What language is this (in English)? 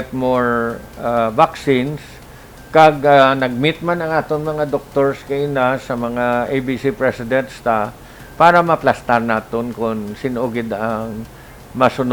Hiligaynon